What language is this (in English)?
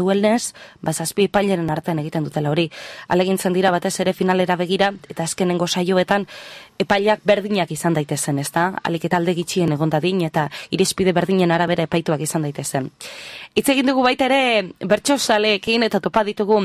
Basque